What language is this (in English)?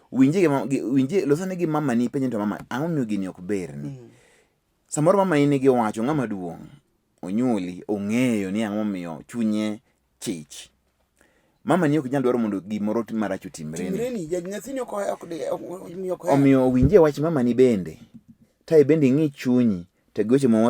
Luo (Kenya and Tanzania)